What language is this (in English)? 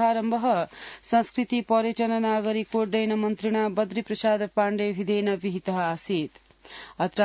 Sanskrit